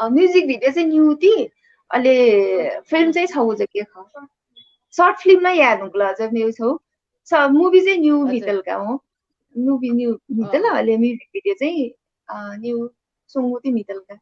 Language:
Newari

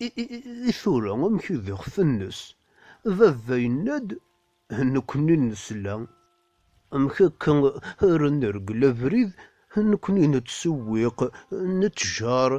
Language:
Kabyle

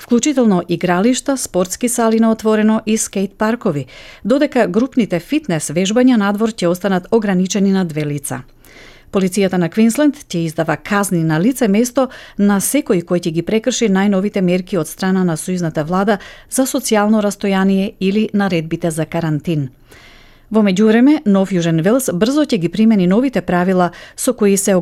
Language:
Macedonian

